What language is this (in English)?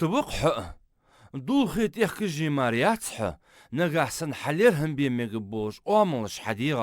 Ingush